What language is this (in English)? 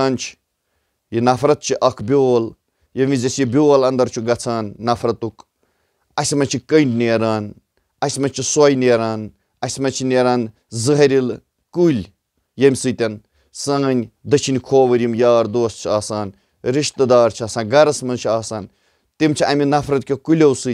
Kashmiri